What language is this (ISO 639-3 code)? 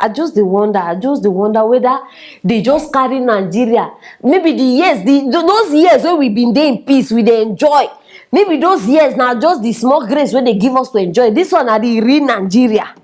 pcm